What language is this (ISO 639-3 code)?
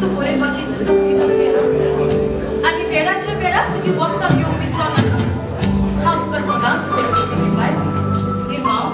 kok